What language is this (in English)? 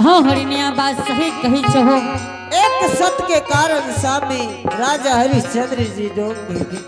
Angika